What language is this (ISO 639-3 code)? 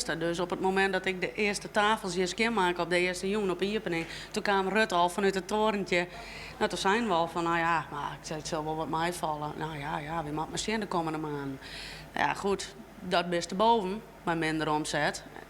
fry